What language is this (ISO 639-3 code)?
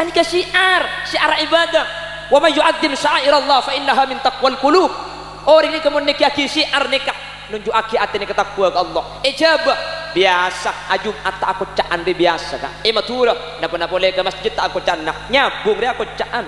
mad